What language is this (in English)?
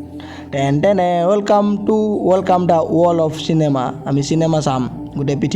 Assamese